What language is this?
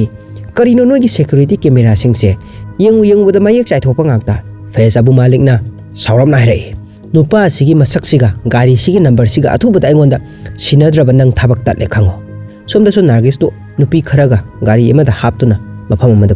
Manipuri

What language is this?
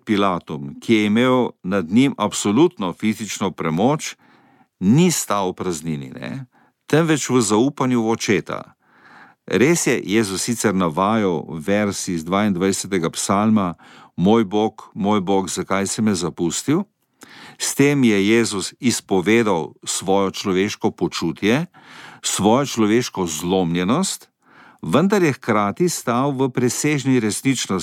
Slovenian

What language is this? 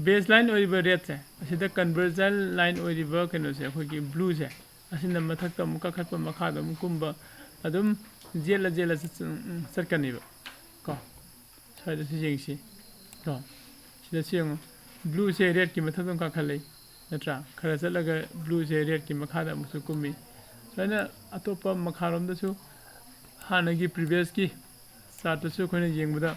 Manipuri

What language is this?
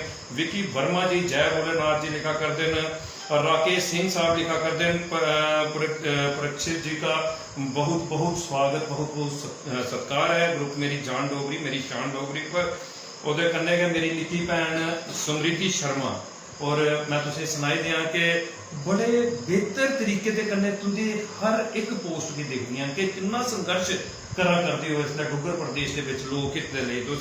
Dogri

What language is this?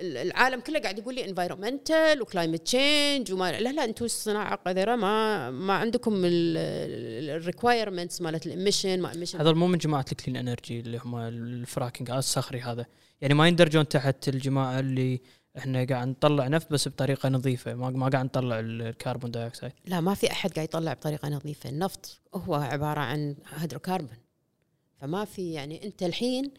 Gulf Arabic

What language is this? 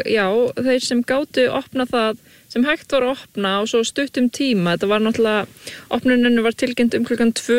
Icelandic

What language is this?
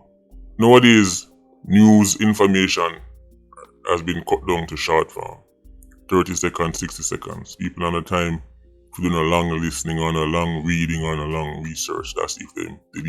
Jamaican Creole English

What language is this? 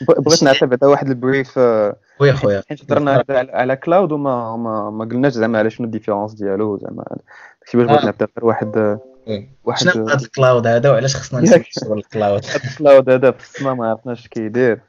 Moroccan Arabic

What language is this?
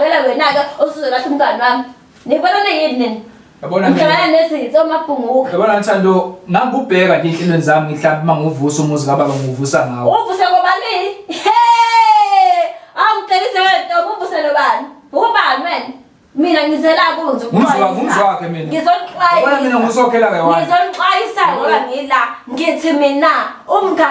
Zulu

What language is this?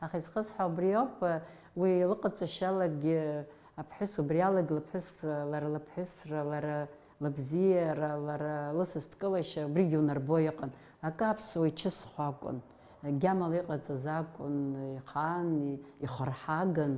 Abkhazian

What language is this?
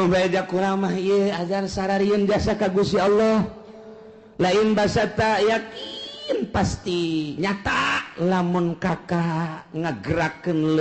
Sundanese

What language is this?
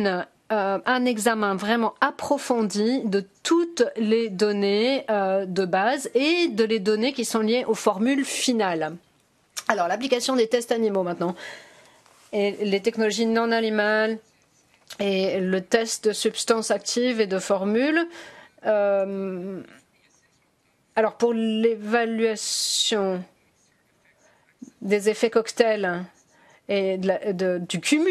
French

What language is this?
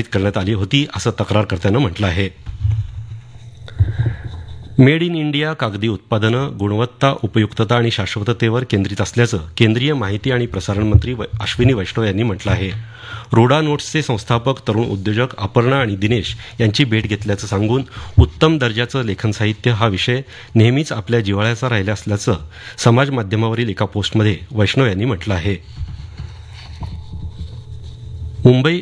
Marathi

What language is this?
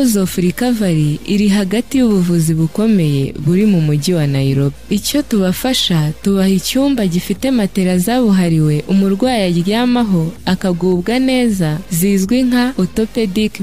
Kinyarwanda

